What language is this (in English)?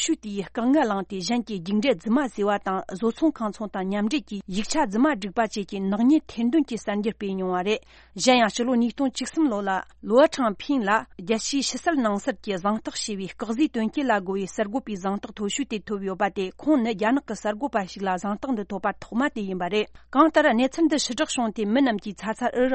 Tibetan